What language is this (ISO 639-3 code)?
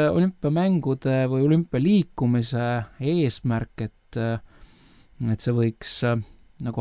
est